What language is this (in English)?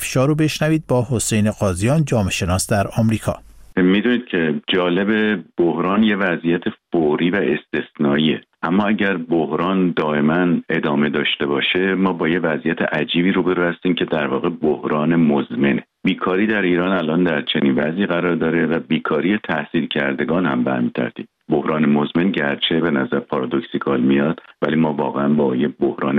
Persian